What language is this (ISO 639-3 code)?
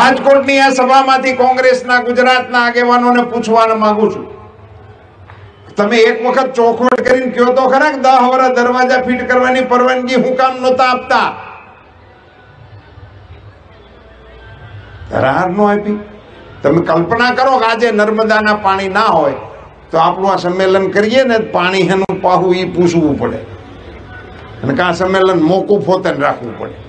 guj